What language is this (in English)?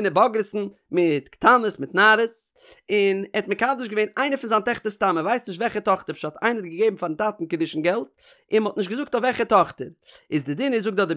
Yiddish